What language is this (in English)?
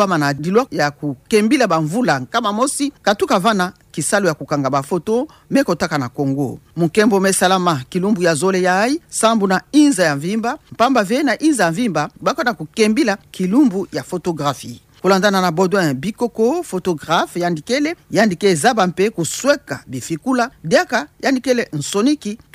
Kituba (Democratic Republic of Congo)